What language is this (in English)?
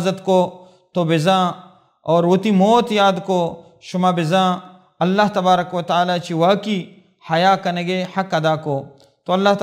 Baluchi